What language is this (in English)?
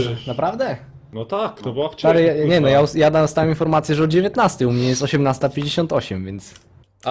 Polish